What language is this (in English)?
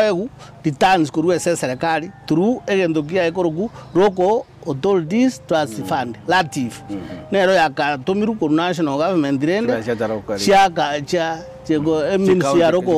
Gusii